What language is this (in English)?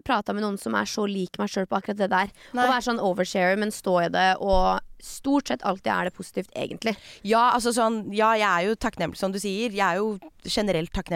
Norwegian